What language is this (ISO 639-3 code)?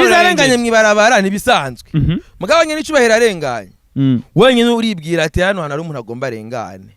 run